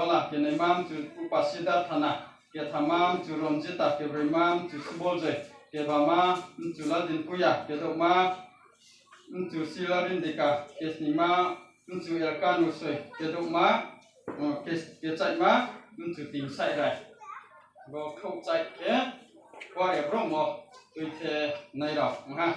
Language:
Riang (India)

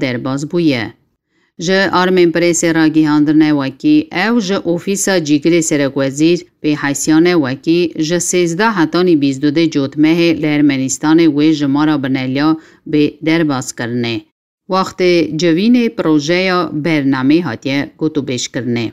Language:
Kurdish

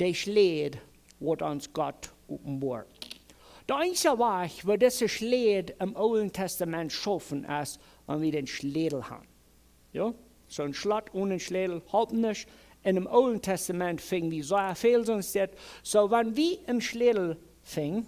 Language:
Plautdietsch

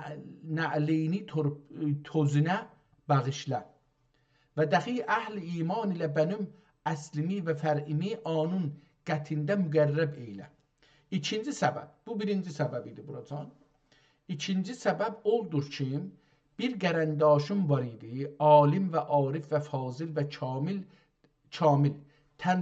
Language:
South Azerbaijani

